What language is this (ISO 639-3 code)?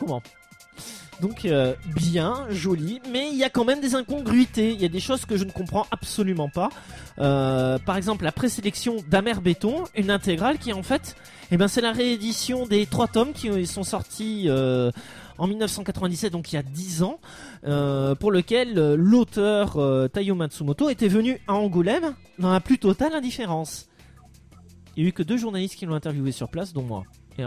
fra